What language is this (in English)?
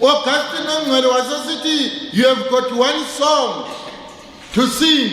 Zulu